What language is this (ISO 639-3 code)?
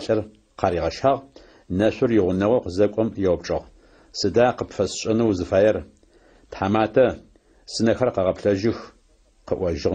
ady